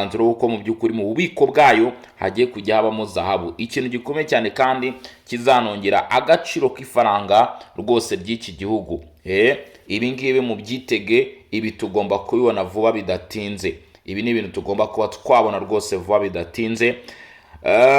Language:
Kinyarwanda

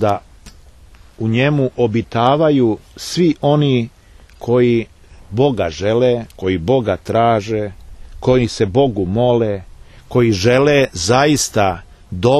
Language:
Serbian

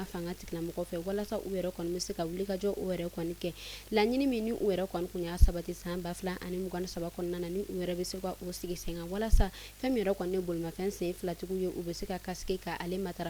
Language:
Bambara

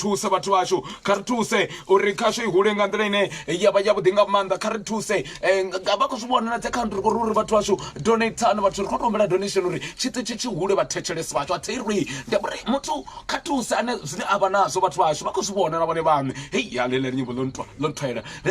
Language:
Venda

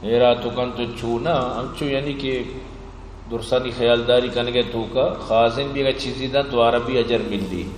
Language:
Eastern Balochi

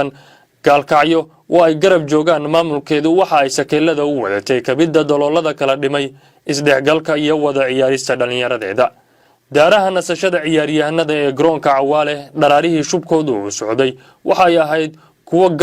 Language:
Somali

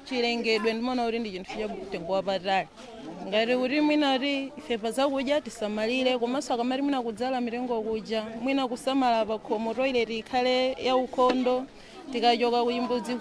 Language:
Nyanja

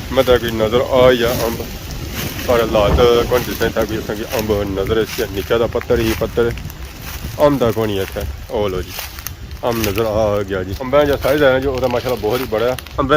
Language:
Pahari-Potwari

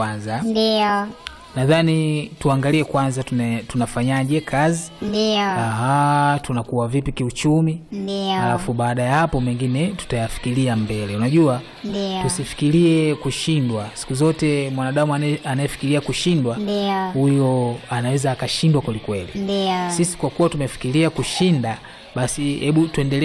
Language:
Swahili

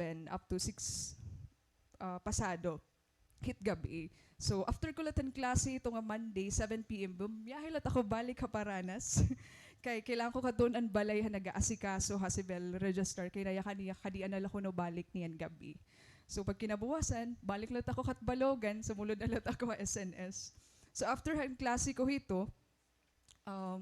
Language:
Waray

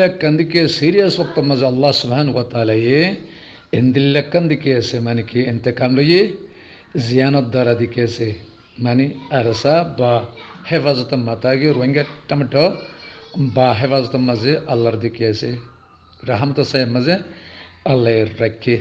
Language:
Rohingya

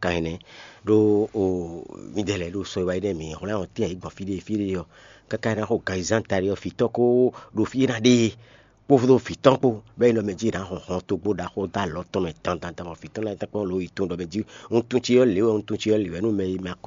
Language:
Fon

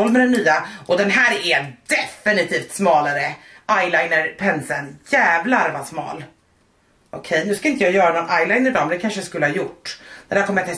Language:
Swedish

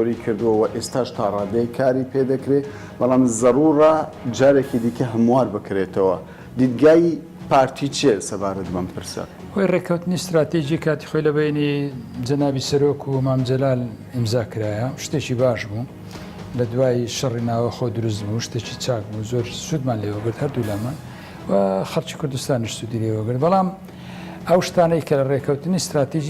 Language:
Central Kurdish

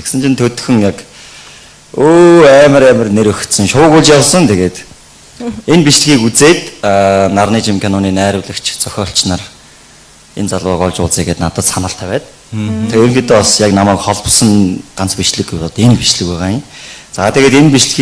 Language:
Mongolian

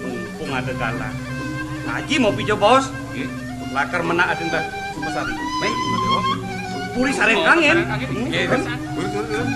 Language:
Balinese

